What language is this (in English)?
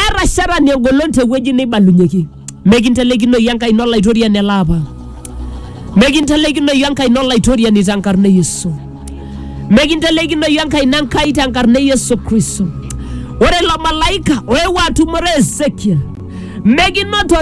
Masai